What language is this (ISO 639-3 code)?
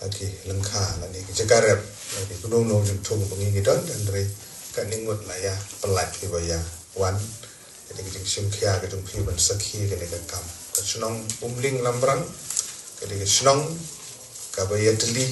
kha